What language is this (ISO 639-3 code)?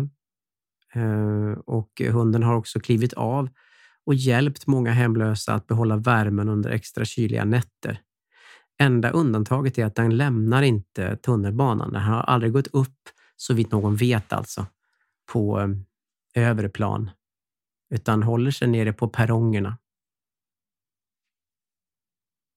swe